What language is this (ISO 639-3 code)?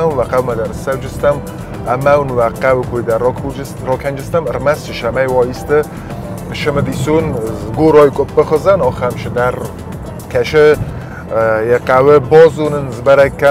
oss